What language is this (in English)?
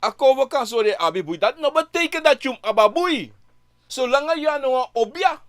Sranan Tongo